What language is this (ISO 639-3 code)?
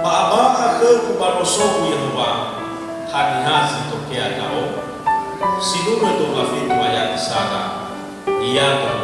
nia